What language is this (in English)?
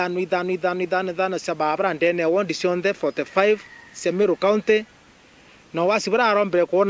Meru